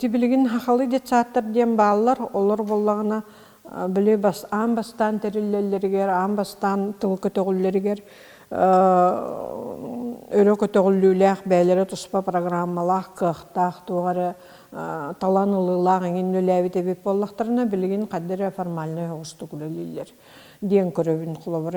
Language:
Yakut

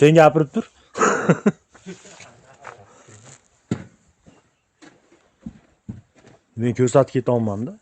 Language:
Uzbek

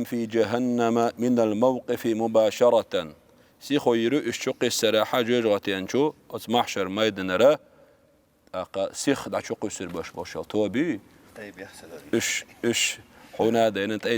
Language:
Chechen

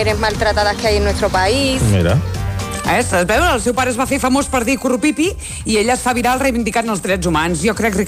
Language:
Catalan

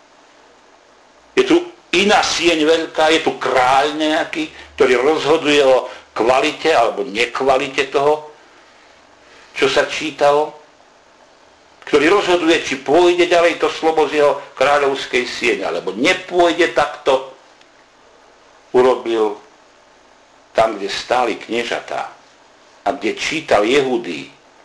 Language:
Slovak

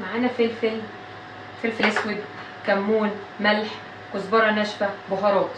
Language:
Egyptian Arabic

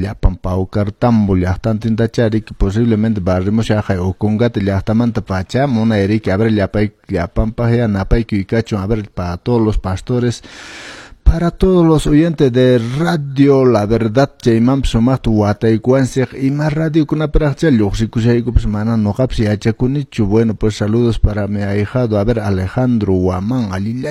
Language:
Quechua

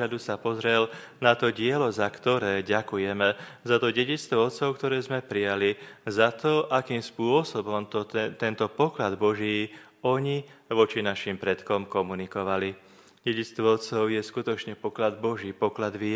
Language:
Slovak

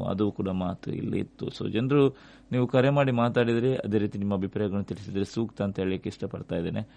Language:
Kannada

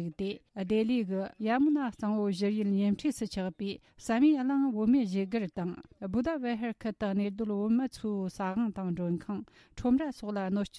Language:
Tibetan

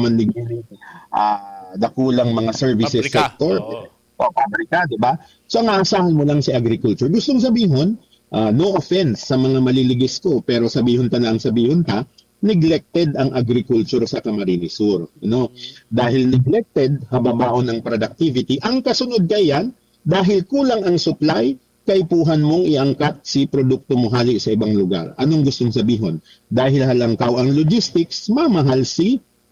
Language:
Bikol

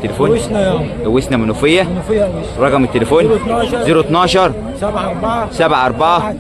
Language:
Egyptian Arabic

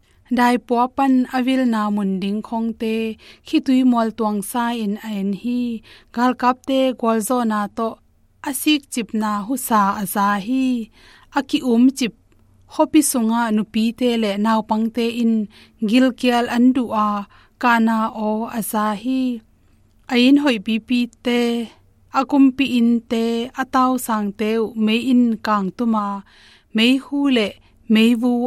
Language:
Tedim Chin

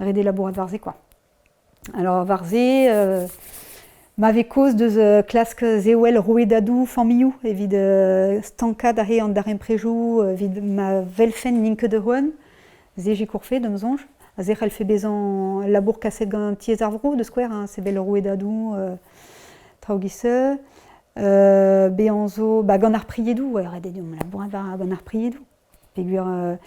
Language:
Breton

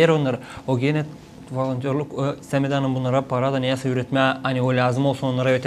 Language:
Gagauz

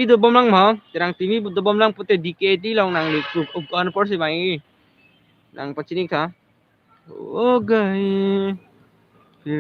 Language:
Karbi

